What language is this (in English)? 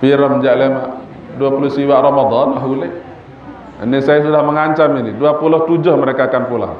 Sasak